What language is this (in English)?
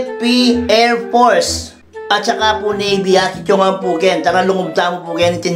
Pampanga